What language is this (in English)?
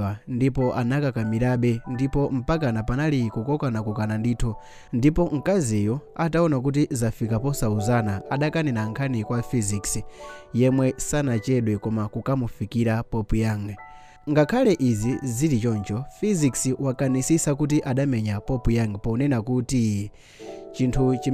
Nyanja